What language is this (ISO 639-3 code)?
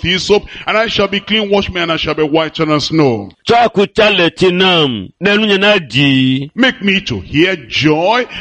ewe